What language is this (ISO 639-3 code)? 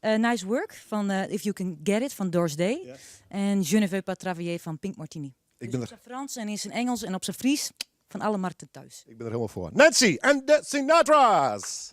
fry